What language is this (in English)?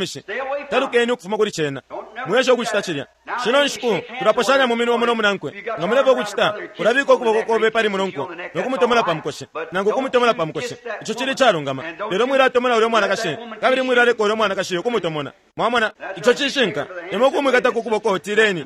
Bemba